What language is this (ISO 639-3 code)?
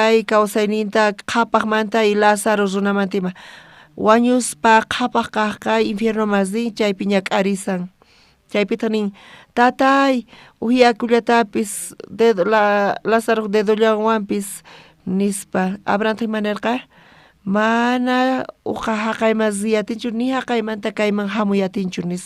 quh